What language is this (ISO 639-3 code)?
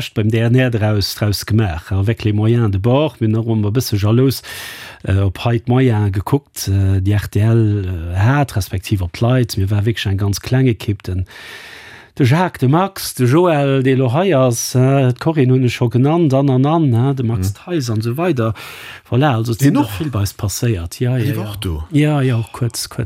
ltz